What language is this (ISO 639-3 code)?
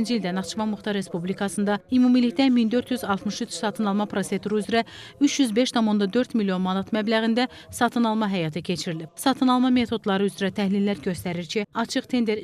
aze